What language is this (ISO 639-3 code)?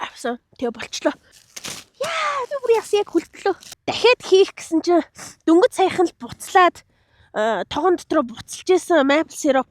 mon